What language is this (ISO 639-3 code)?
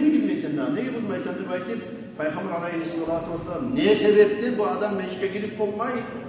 kum